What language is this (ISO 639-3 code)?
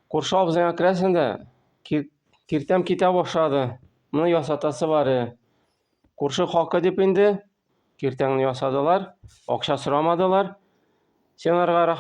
tat